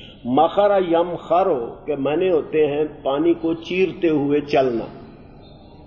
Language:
Urdu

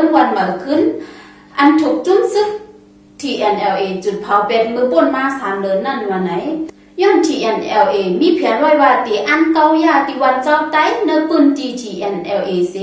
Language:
Shan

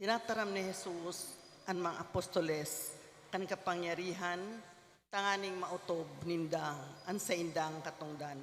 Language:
Bikol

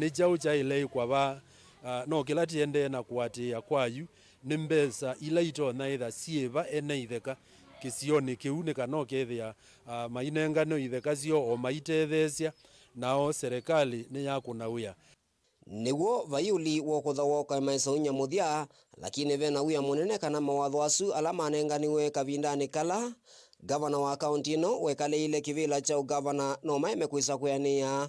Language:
Kamba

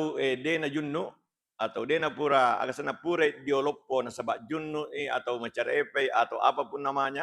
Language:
Buginese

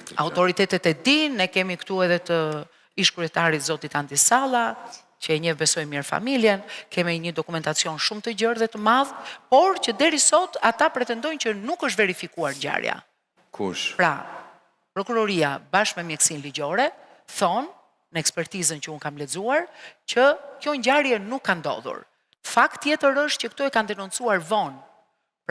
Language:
Albanian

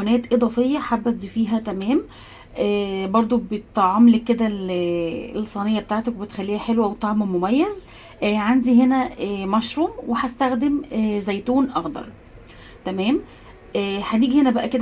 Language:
Egyptian Arabic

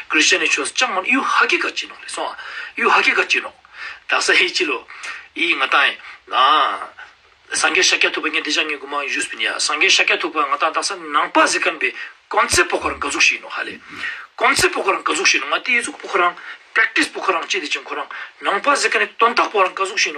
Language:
Ladakhi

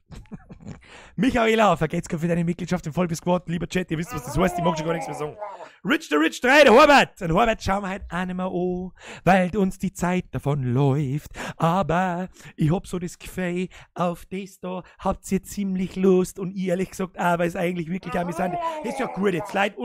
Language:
Bavarian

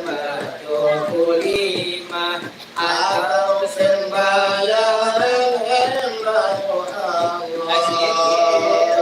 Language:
Minangkabau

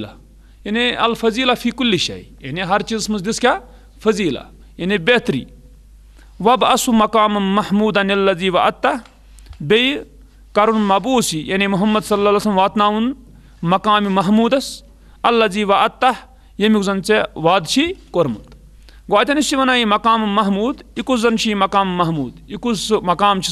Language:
Kashmiri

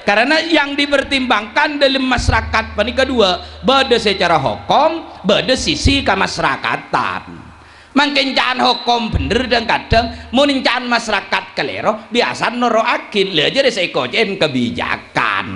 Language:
Madurese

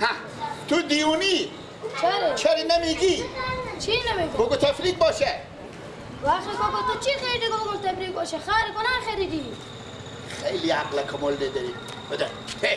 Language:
Persian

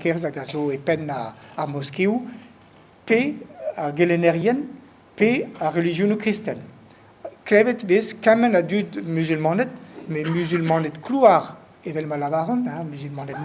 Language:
Breton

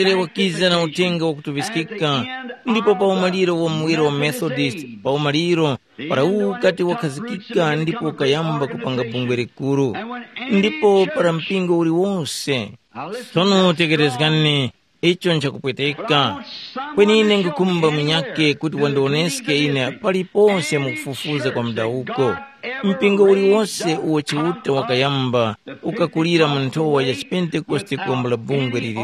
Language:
Tumbuka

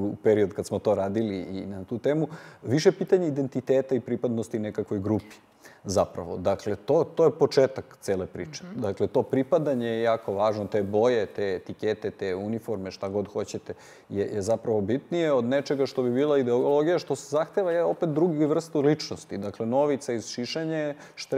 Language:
Serbian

